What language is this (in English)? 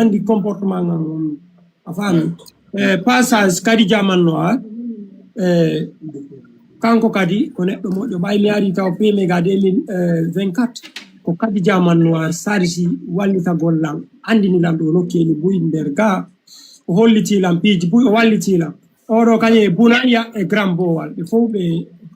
Fula